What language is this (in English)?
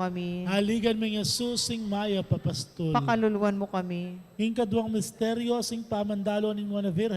Pampanga